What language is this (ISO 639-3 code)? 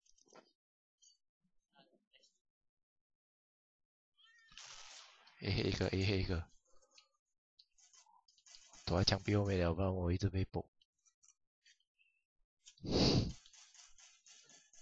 zho